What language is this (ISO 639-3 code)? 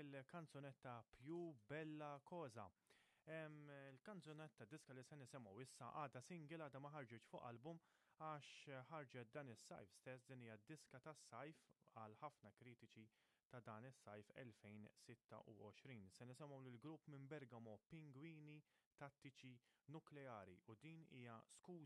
mlt